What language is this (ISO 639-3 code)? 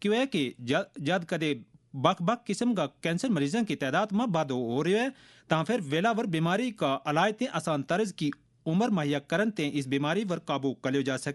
gju